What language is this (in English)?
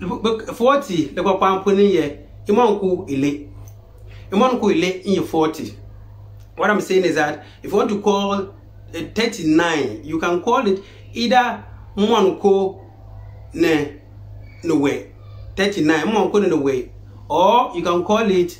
Konkomba